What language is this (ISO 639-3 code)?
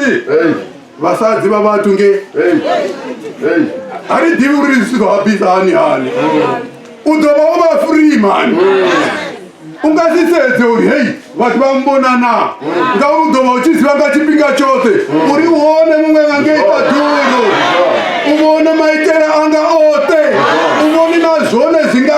ven